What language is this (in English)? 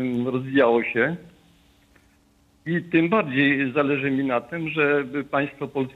Polish